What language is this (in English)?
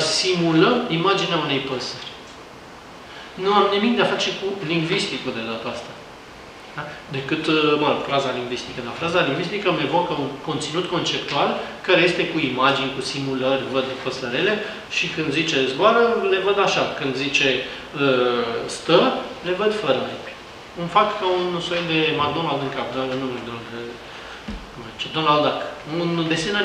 Romanian